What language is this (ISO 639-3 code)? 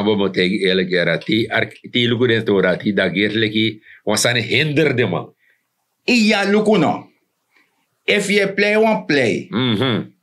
srn